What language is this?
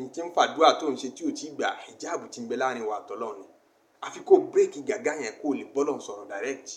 Yoruba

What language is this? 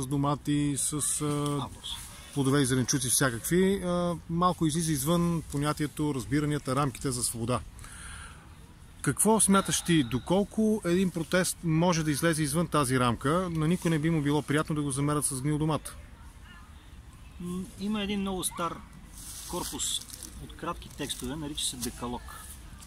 Bulgarian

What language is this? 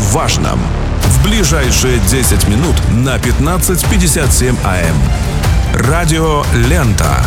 Russian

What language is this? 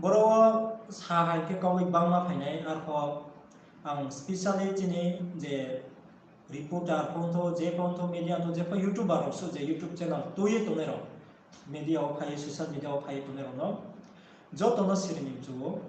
Riang (India)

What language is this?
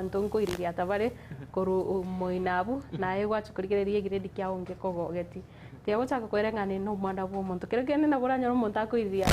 Gusii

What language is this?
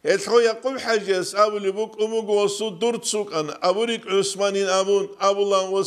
Avaric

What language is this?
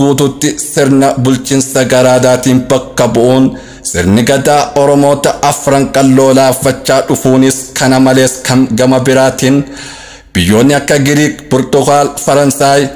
Oromo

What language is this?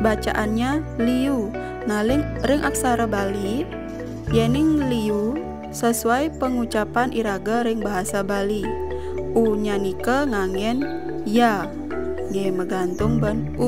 Balinese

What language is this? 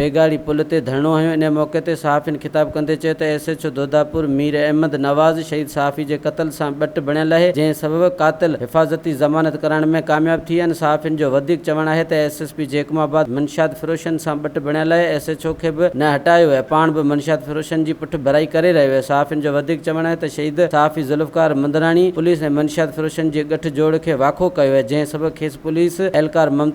Sindhi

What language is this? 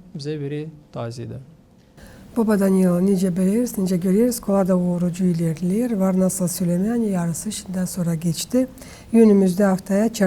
Gagauz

